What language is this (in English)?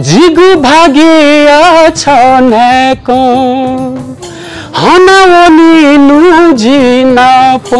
Newari